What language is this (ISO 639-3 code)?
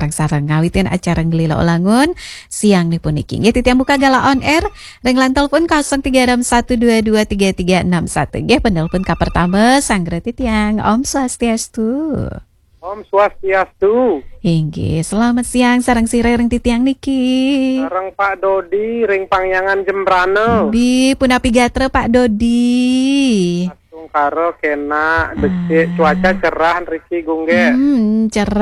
ban